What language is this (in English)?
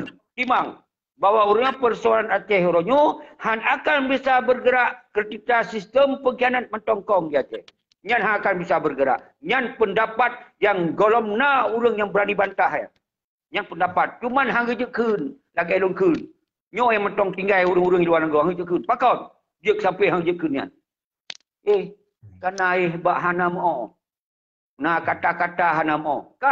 Achinese